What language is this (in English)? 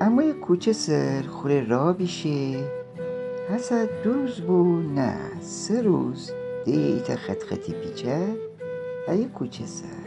Gilaki